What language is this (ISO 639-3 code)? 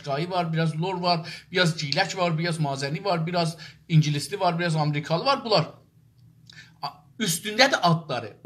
azb